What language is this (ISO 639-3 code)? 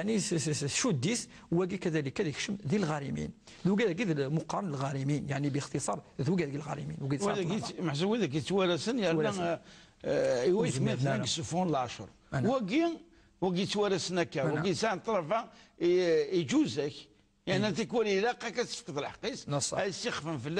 ary